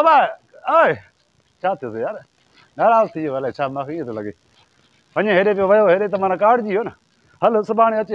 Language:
Sindhi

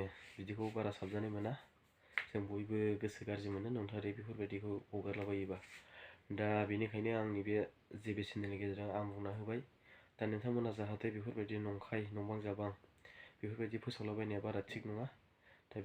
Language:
Bodo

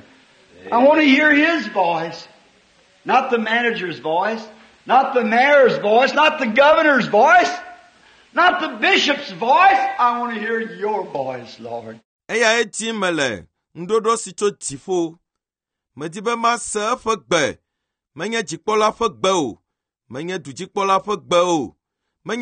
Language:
Ewe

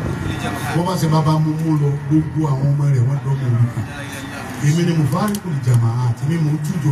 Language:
Yoruba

